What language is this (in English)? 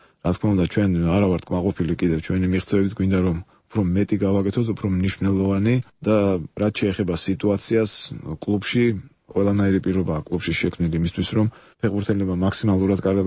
Georgian